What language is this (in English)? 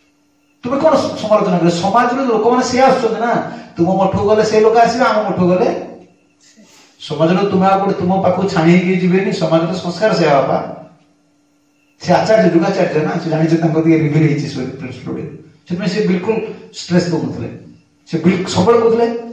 Odia